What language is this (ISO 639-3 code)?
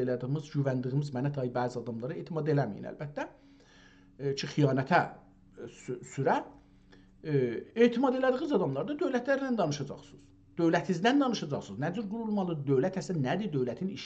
azb